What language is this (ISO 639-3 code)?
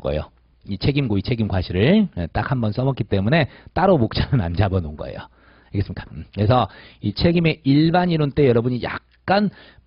kor